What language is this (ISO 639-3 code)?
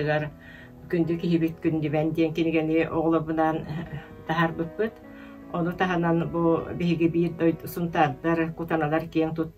sah